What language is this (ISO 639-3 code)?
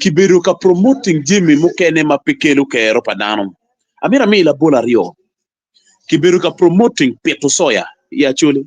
ach